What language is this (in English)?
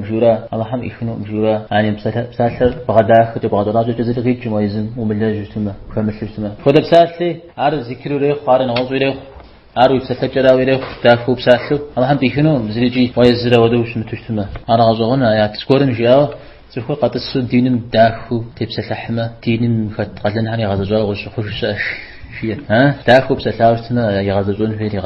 Kabardian